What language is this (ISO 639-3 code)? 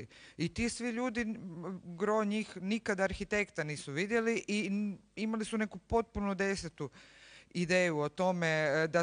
hrv